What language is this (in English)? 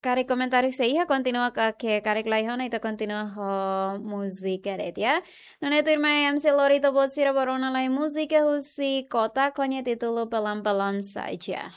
Tetum